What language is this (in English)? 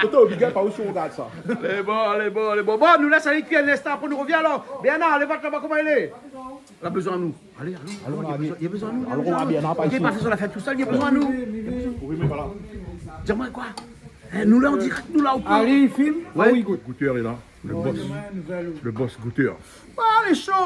Réunion Creole French